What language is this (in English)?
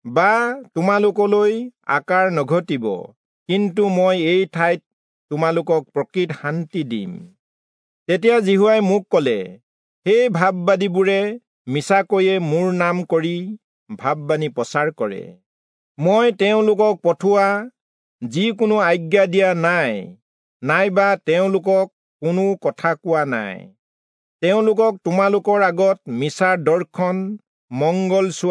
Assamese